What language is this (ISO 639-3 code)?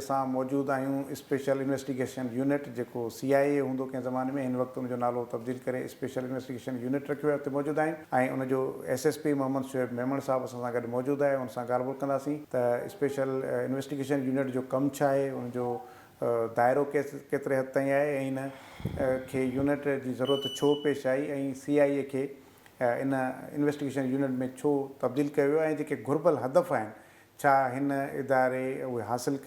snd